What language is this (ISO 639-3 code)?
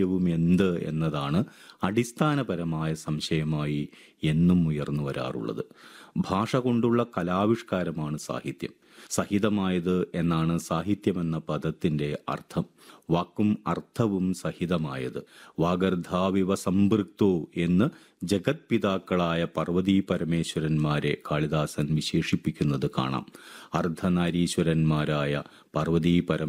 mal